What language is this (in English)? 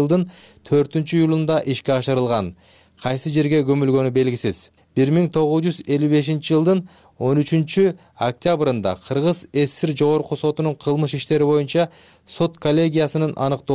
Kyrgyz